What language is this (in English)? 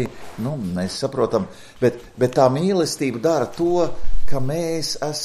Latvian